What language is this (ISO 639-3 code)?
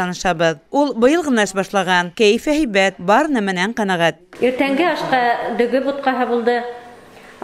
bak